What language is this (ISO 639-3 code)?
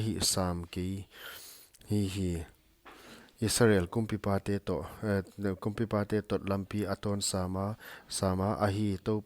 pck